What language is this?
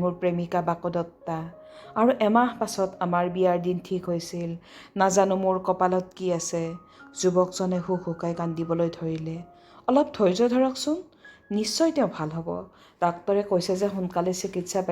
Assamese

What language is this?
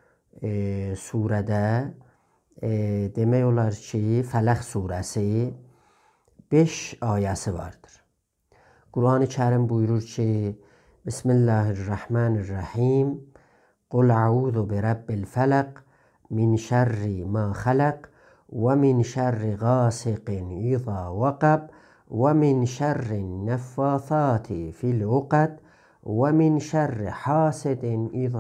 South Azerbaijani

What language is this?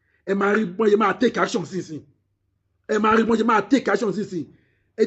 Yoruba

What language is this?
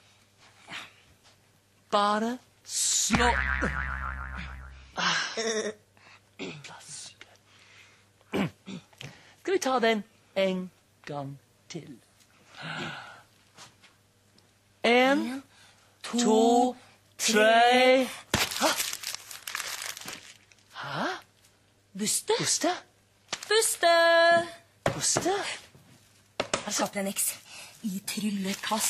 Norwegian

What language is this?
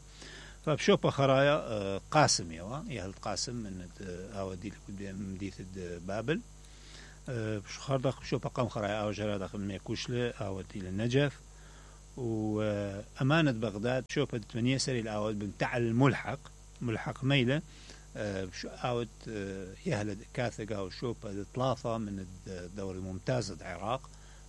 Mesopotamian Arabic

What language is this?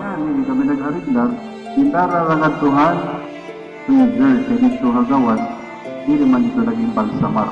Waray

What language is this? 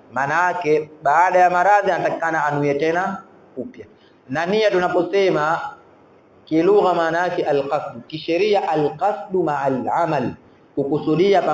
Swahili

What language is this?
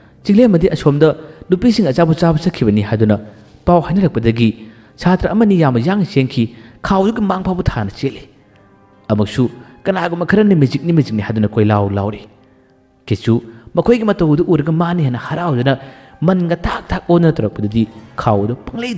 Manipuri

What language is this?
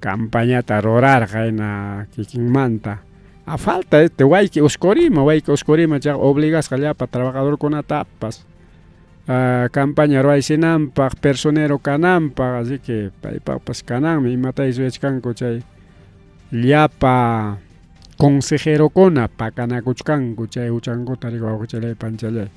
Ayacucho Quechua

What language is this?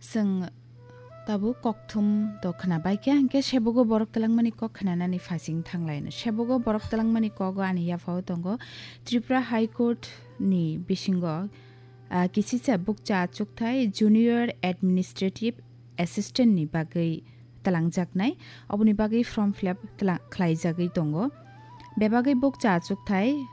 Kok Borok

